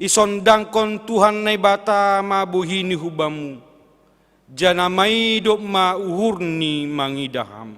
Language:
Batak Simalungun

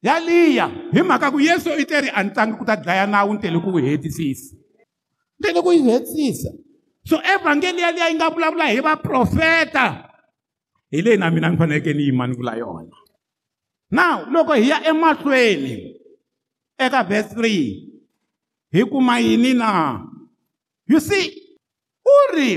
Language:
Tsonga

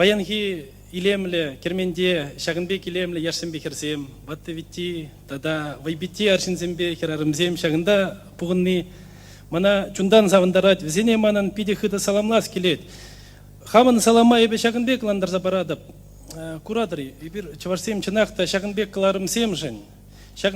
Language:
Chuvash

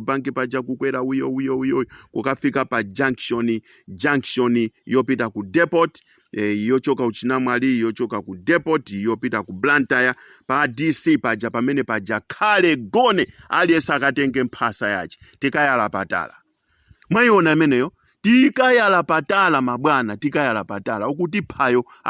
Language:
Nyanja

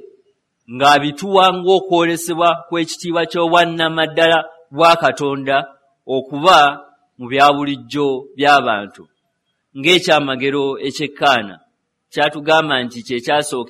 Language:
Ganda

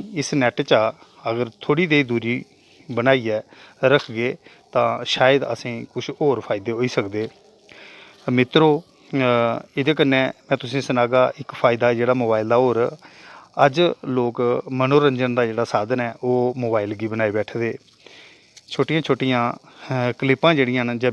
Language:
Dogri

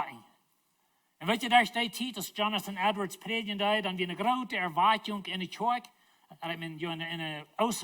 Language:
Plautdietsch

